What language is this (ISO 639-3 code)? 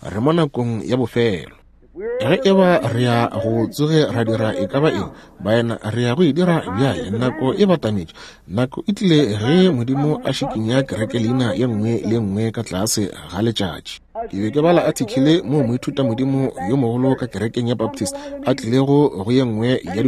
nso